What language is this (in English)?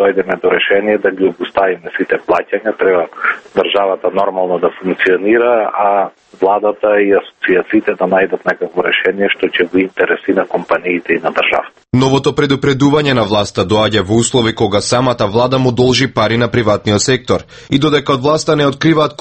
Macedonian